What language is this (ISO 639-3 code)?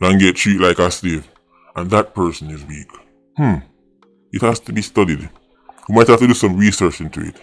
jam